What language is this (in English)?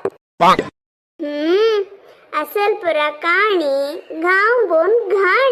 Konkani